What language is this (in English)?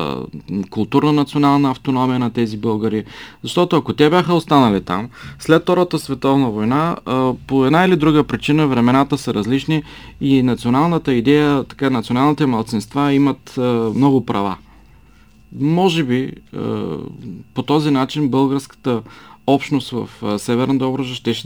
Bulgarian